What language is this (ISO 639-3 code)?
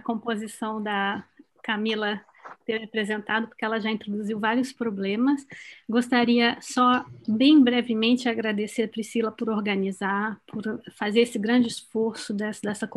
por